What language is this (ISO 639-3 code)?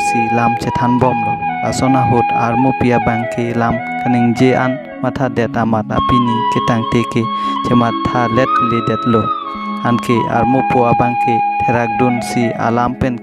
mjw